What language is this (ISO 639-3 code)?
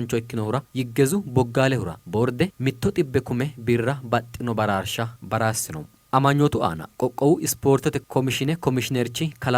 sid